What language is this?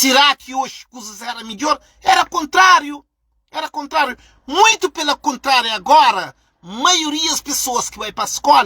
Kabuverdianu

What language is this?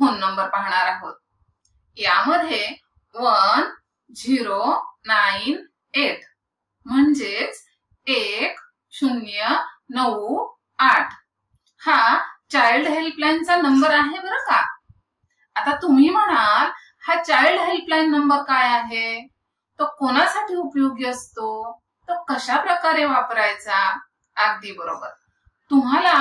Marathi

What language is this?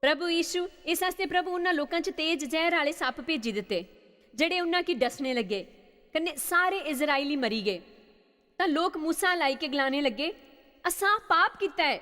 Dogri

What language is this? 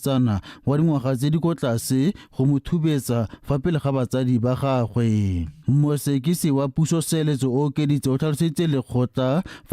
Tswana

